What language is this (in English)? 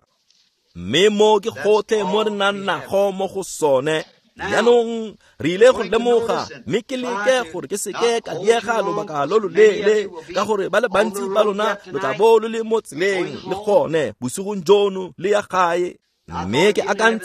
Tswana